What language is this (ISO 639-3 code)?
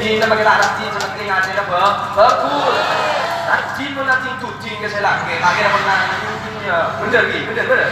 mad